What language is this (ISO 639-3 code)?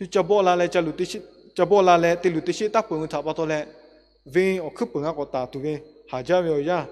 lhu